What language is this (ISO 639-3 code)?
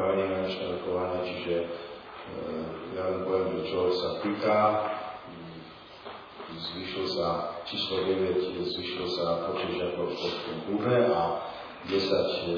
slk